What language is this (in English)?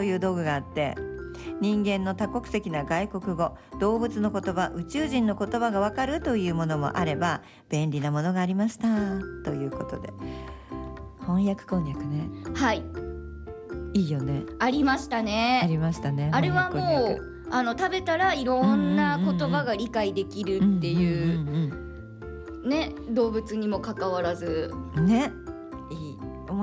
Japanese